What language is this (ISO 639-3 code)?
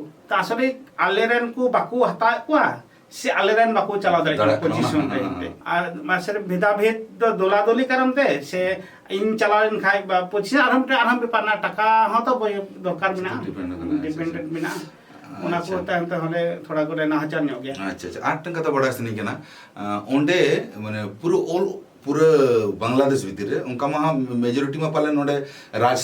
sat